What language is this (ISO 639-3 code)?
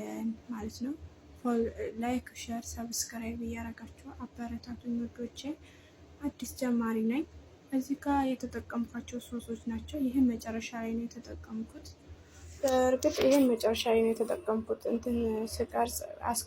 amh